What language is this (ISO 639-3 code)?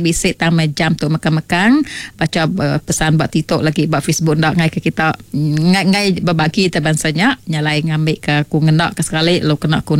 iba